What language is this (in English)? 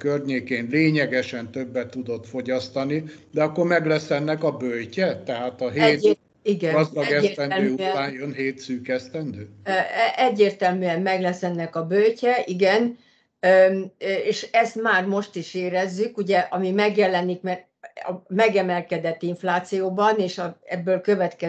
Hungarian